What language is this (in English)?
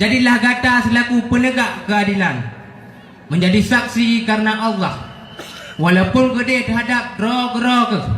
Achinese